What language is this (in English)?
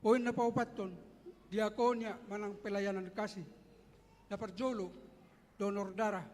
Batak Toba